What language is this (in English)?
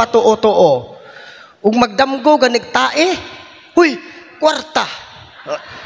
Cebuano